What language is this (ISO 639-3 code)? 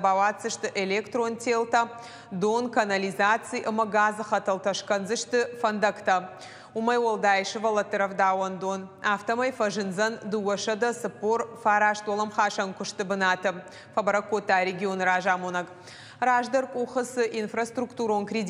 oss